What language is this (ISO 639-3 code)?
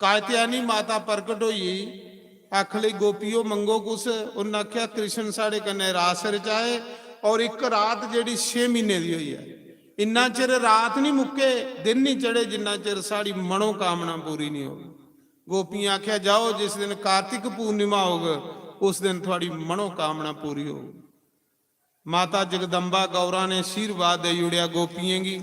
doi